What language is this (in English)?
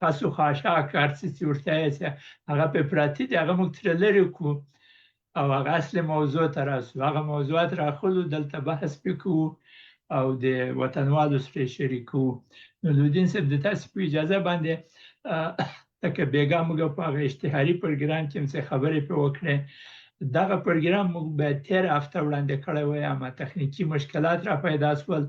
Pashto